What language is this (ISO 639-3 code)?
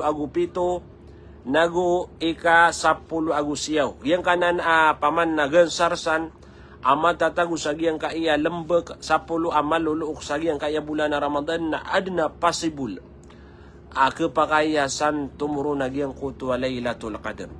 mrw